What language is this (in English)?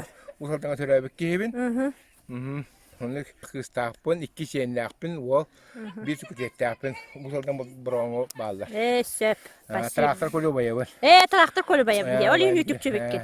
Yakut